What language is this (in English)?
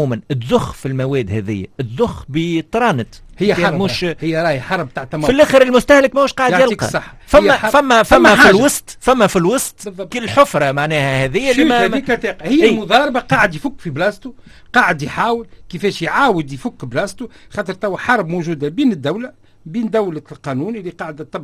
Tunisian Arabic